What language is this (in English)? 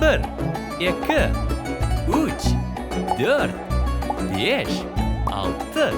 Crimean Tatar